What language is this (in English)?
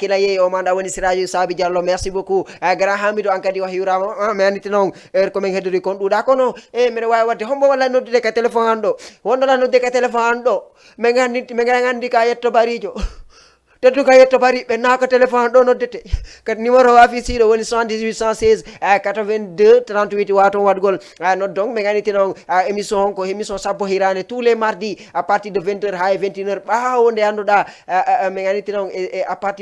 Fula